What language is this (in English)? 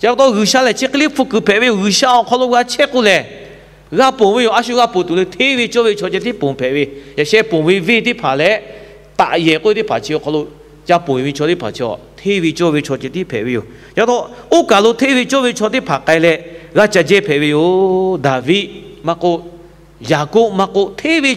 Lahu